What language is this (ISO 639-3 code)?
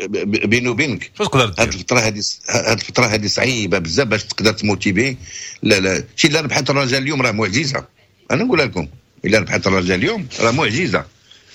ary